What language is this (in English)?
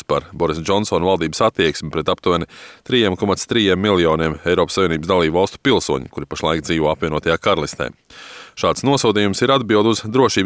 Latvian